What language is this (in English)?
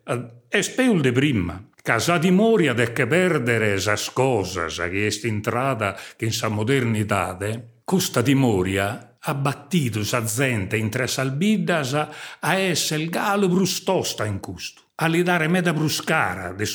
Sardinian